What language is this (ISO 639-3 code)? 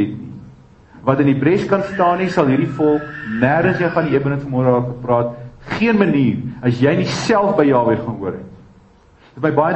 afr